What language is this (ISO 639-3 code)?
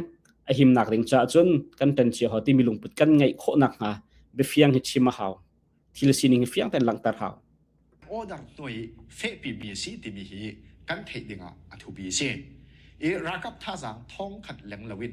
cnh